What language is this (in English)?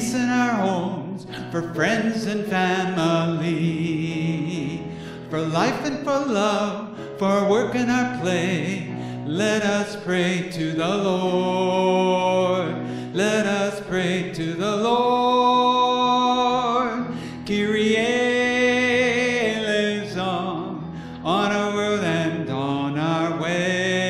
English